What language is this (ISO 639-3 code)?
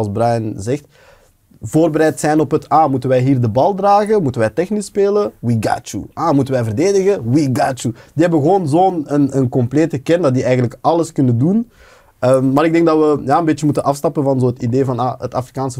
nld